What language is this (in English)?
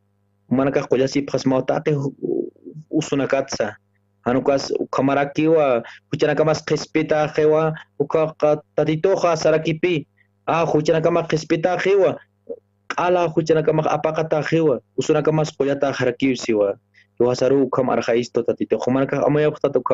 Aymara